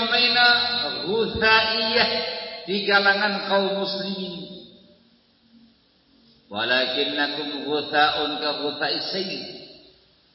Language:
Indonesian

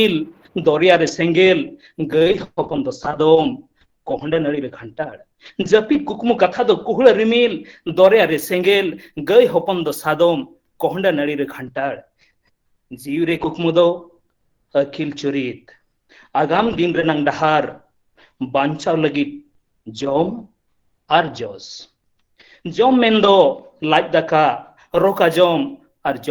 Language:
Santali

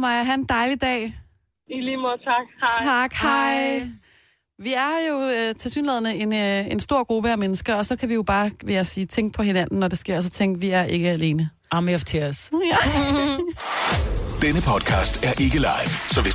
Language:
Danish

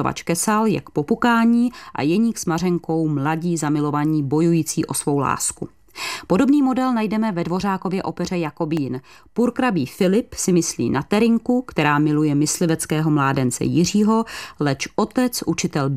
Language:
Czech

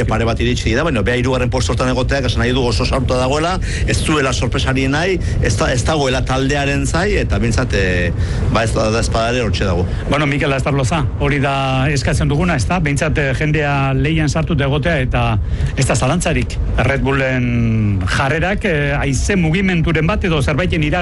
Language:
Basque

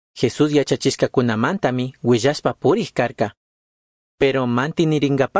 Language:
Chimborazo Highland Quichua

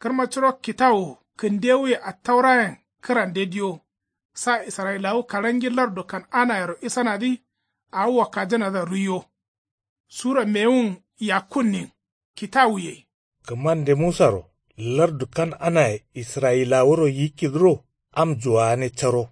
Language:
Kanuri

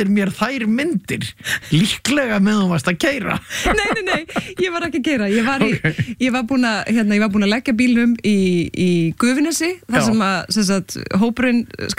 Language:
Icelandic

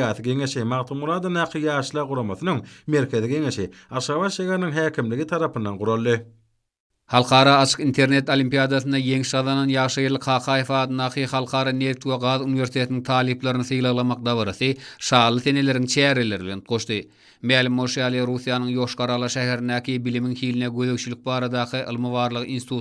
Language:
Turkmen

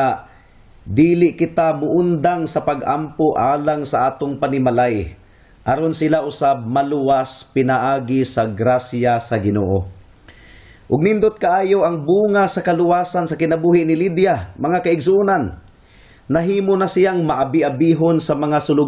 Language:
Cebuano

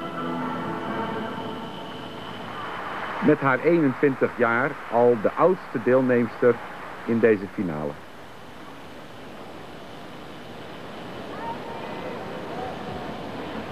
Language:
Dutch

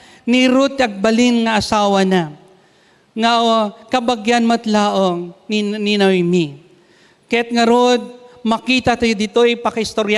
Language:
Iloko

